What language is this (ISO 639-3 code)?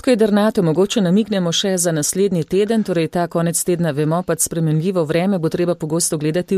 slv